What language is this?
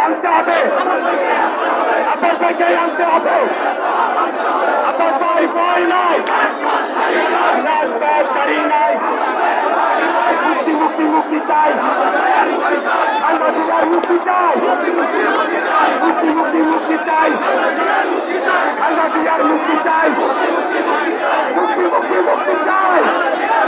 Bangla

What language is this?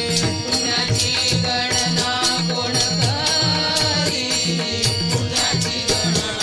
Marathi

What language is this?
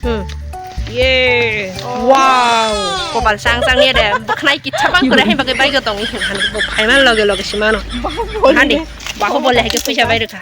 Kok Borok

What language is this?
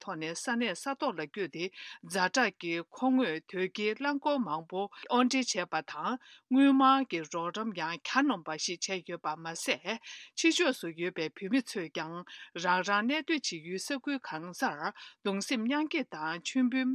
Tibetan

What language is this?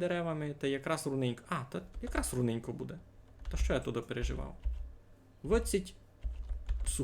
Rusyn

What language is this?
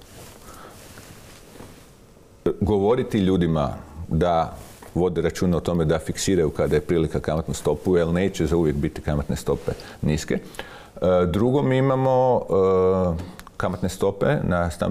Croatian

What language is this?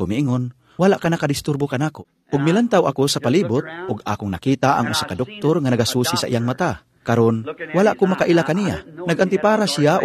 Cebuano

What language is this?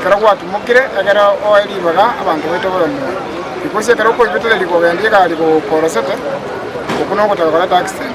Gusii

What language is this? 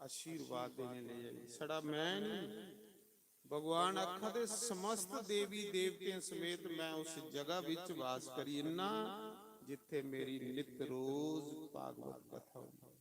Dogri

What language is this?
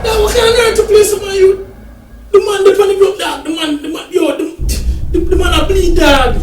Jamaican Creole English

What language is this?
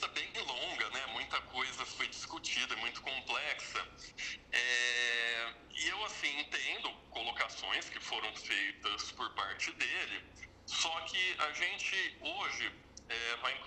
Portuguese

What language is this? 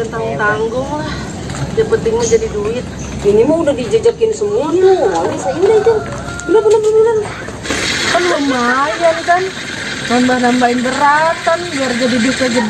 Betawi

